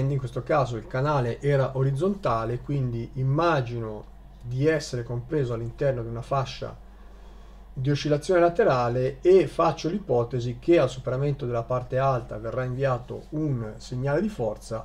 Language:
Italian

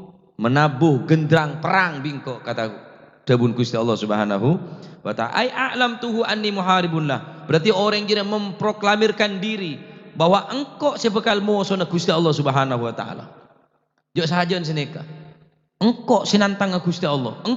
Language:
Madurese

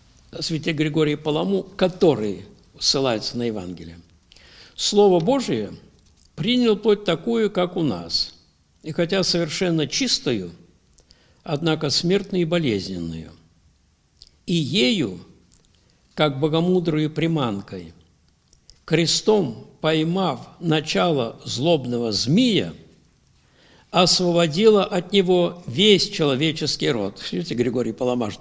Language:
Russian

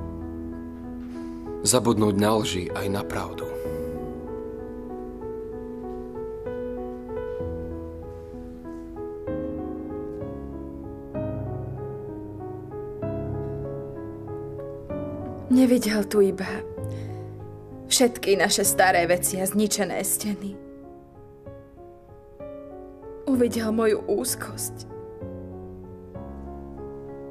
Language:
Slovak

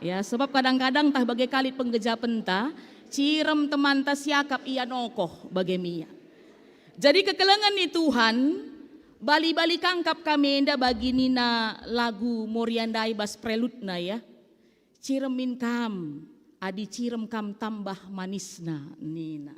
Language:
Batak Karo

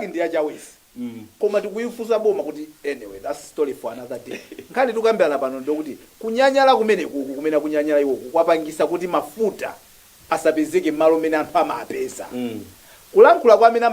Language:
Nyanja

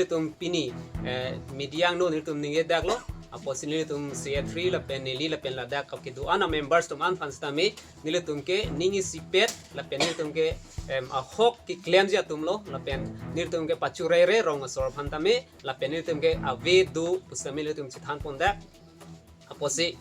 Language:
Karbi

